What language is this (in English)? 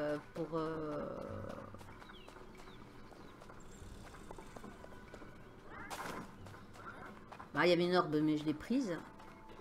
French